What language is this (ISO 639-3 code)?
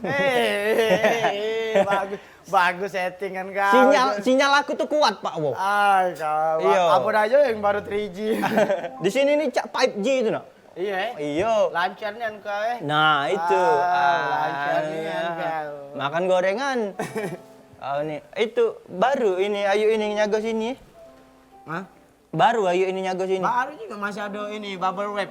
mui